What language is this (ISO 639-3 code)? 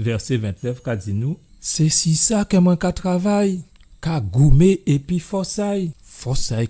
gcf